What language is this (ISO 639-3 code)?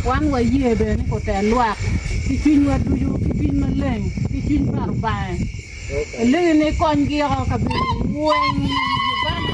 ach